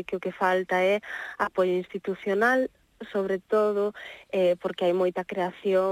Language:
Galician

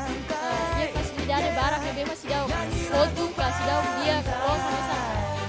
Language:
Tetum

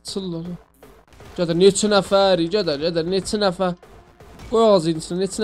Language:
South Azerbaijani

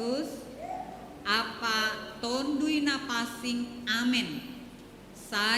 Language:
Batak Simalungun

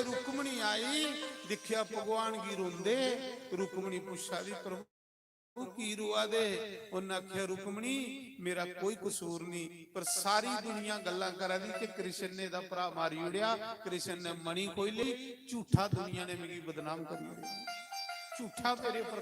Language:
Dogri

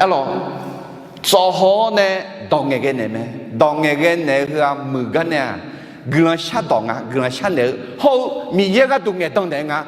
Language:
Akha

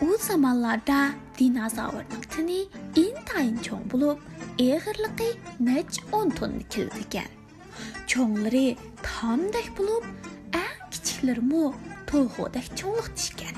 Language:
Uyghur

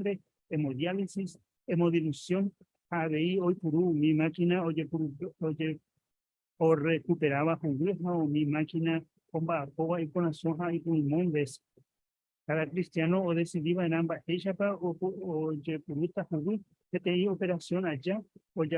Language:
Guarani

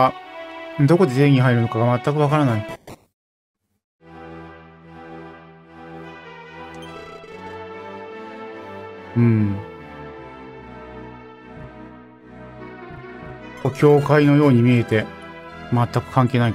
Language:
Japanese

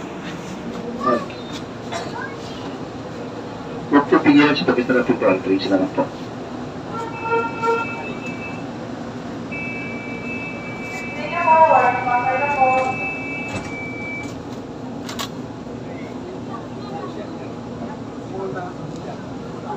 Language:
Filipino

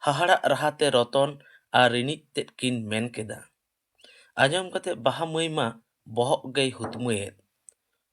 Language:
Santali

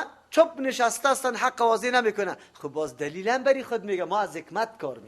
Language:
Persian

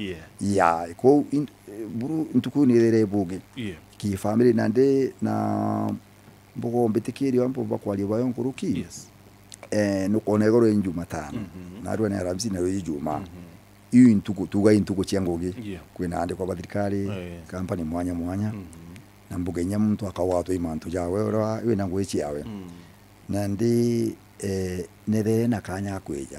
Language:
Meru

